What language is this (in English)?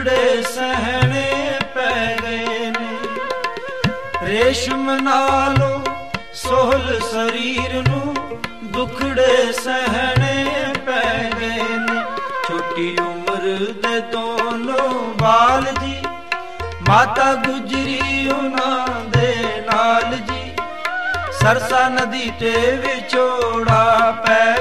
Punjabi